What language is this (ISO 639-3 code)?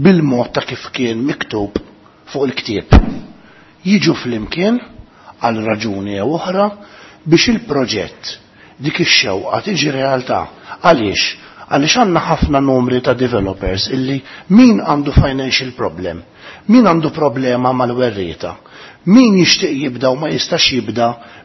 mlt